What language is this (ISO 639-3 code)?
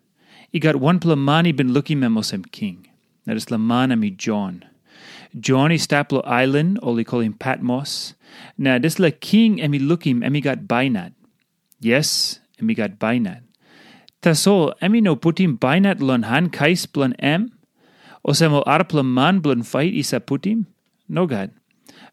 tpi